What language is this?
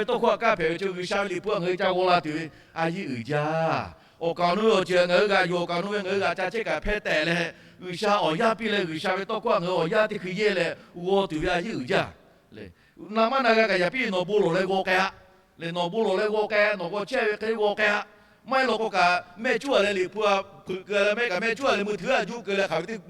Lahu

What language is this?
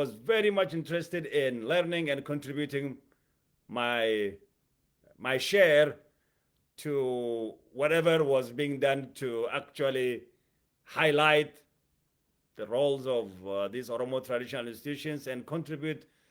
English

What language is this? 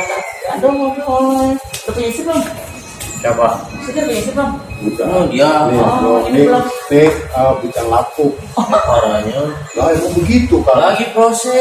Betawi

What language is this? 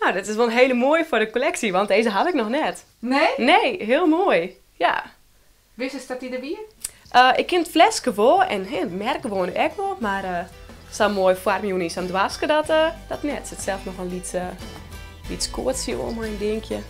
Western Frisian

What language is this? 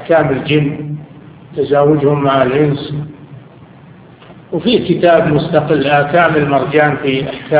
Arabic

